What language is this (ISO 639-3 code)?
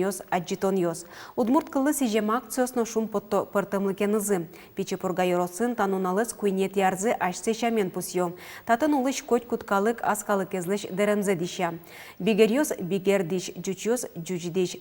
udm